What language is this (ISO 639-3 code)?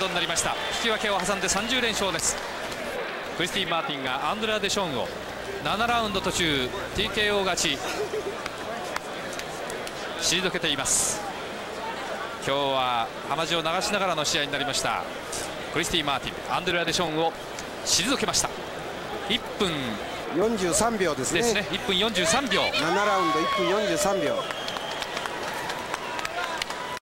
jpn